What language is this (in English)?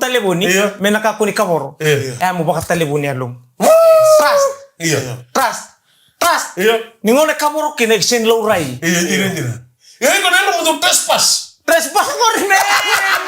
Fijian